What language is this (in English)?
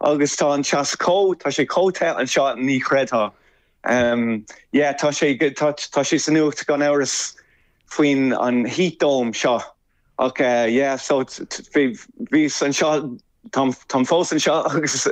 Irish